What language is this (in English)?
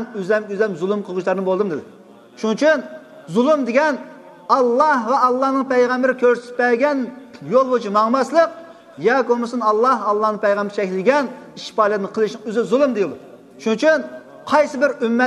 Uyghur